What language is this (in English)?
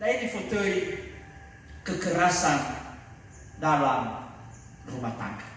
Nias